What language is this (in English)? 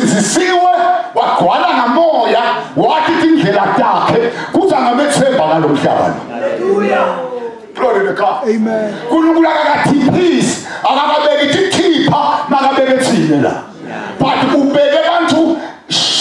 Swati